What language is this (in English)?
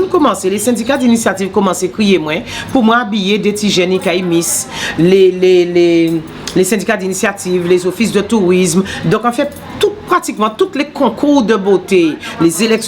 Guadeloupean Creole French